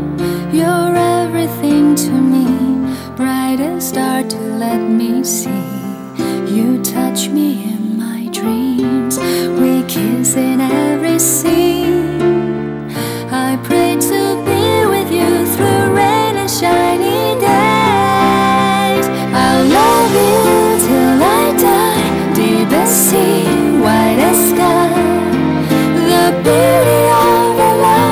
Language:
Vietnamese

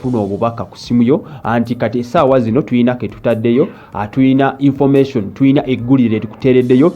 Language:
Ganda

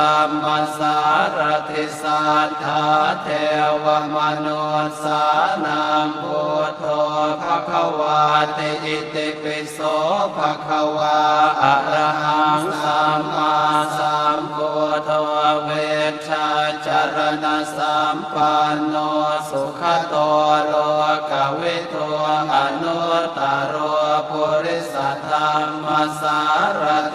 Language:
Pali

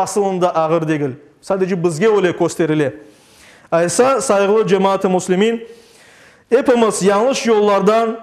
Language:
Crimean Tatar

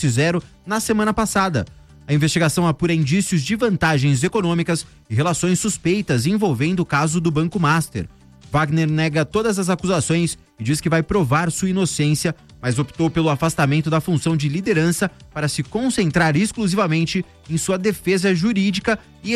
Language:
Portuguese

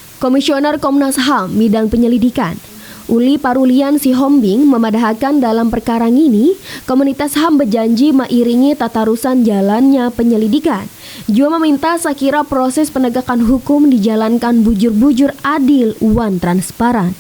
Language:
Banjar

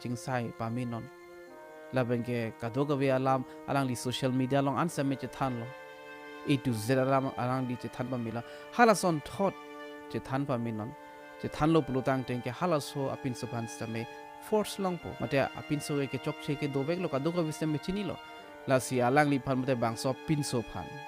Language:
Karbi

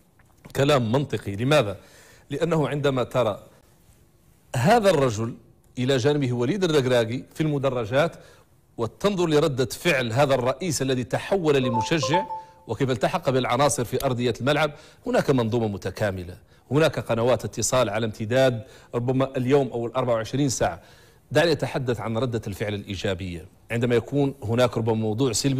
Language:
Arabic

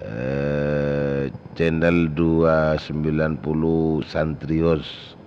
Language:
Madurese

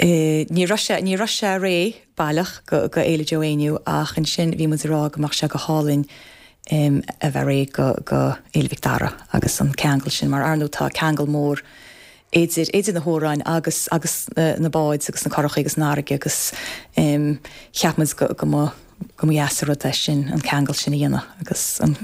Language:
Irish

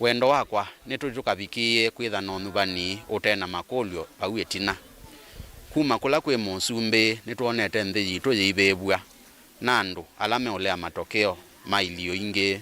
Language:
Kamba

